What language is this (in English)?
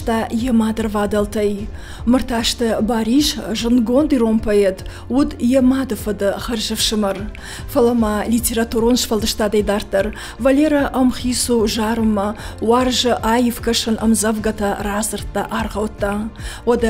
Ossetic